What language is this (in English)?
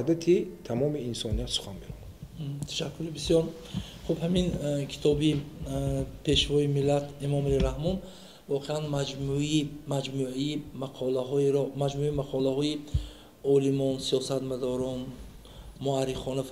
Tajik